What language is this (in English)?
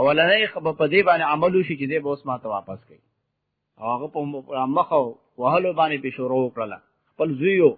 Pashto